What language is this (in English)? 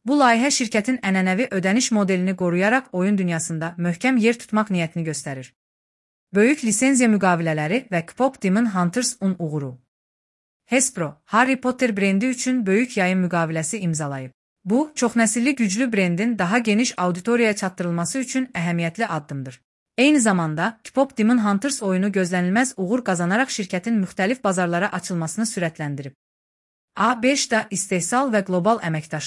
Azerbaijani